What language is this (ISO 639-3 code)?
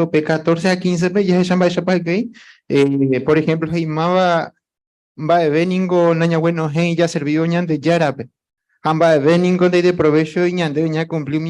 grn